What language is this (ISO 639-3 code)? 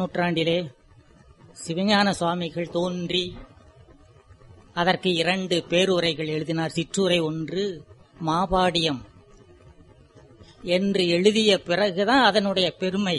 tam